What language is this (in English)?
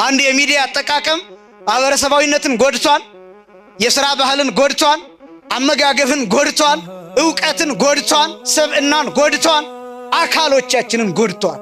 Amharic